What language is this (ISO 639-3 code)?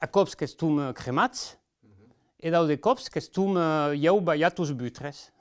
oci